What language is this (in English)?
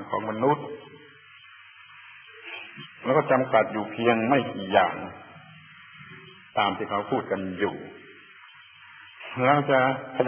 Thai